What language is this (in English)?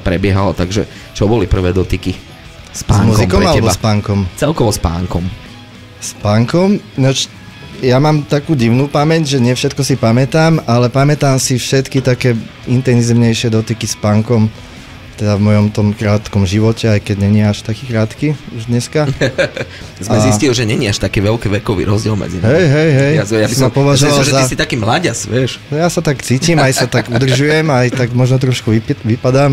Slovak